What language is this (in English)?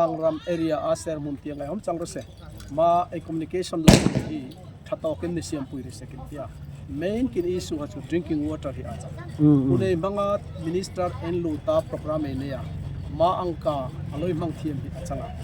Darlong